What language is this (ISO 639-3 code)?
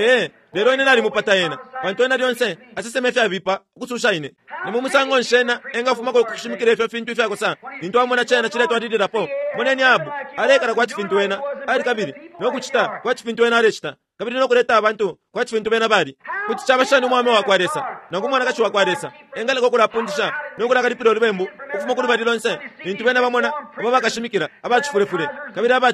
bem